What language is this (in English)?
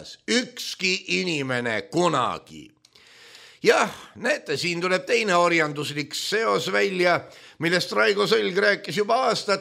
Estonian